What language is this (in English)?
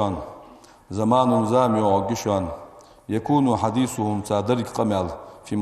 Ingush